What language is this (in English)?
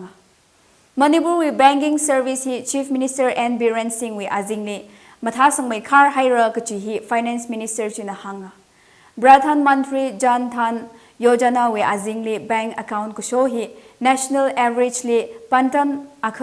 Tangkhul Naga (India)